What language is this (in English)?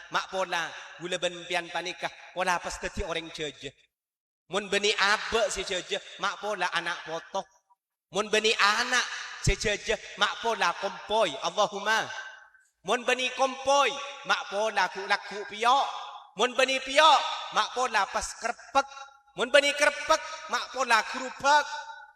Madurese